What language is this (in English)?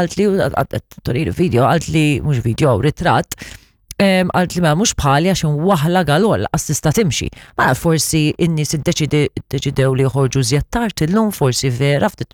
Maltese